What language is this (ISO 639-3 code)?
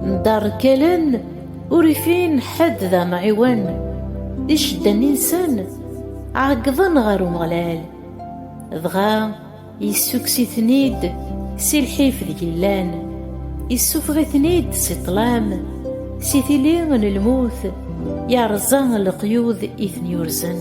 kab